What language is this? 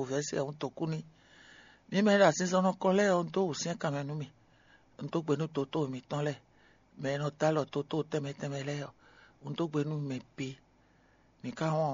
Fon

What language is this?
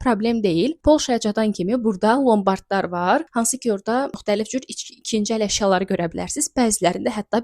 Azerbaijani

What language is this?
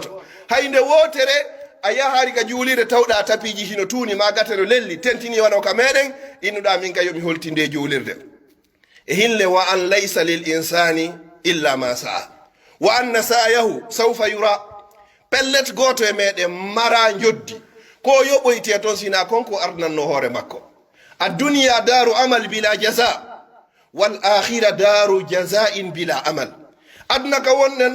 Pular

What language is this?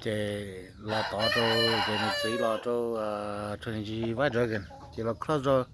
Hmong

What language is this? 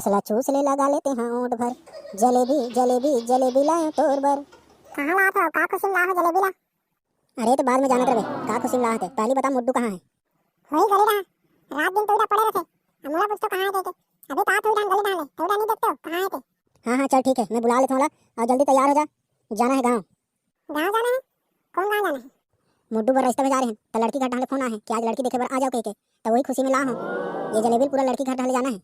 Chhattisgarhi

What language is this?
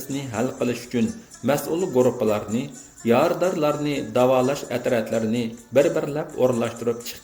Uyghur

